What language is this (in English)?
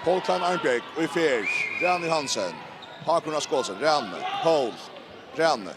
Faroese